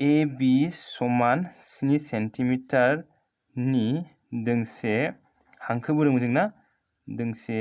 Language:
Bodo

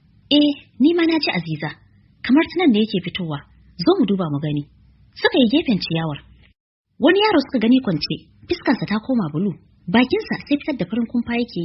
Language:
Hausa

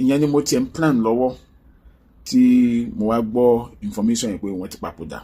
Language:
Yoruba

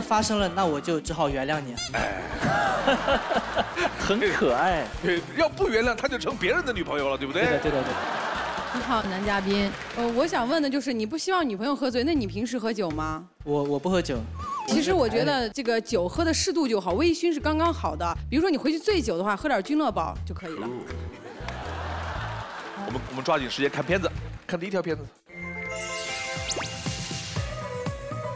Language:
Chinese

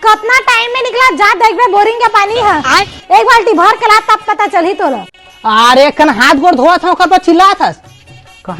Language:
Chhattisgarhi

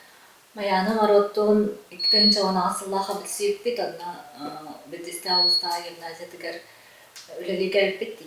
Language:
Yakut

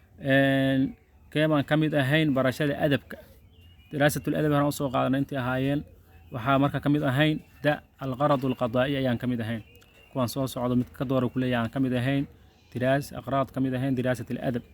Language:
Somali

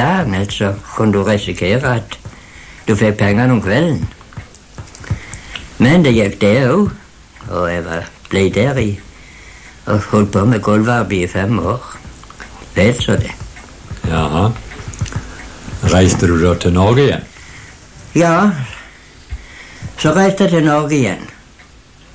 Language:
Norwegian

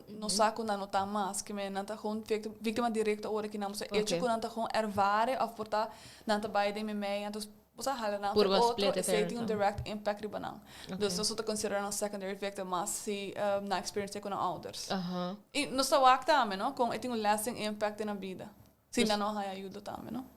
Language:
Papiamento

